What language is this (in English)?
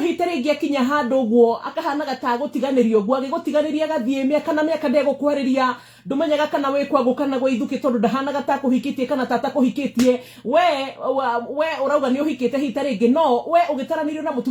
Kikuyu